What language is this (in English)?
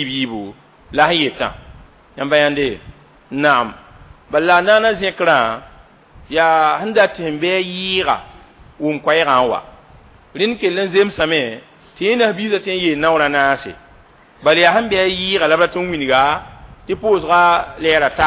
Mossi